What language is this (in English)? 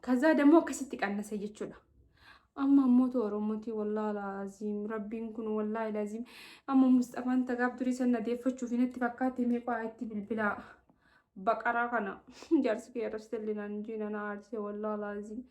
Oromo